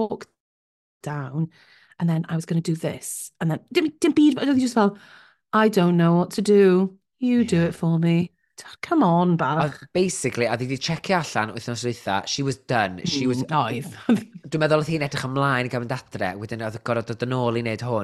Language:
Welsh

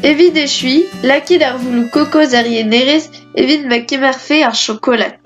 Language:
Breton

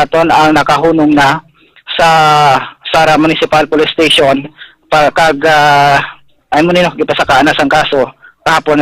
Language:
Hiligaynon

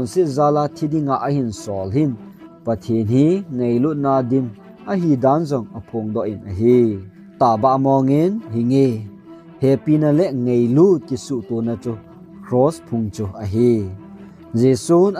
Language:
Thado Chin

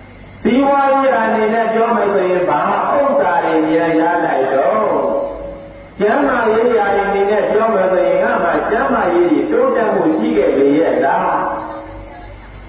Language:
Burmese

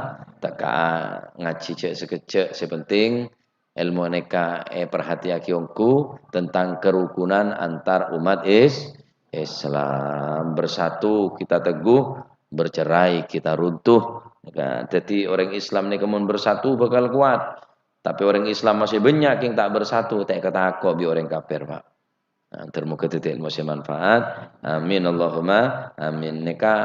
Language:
Madurese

